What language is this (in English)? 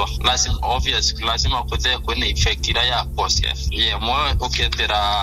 Meru